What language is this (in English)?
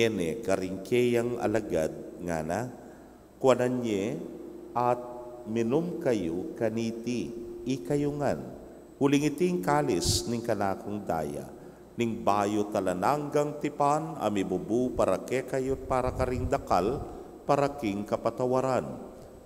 Pampanga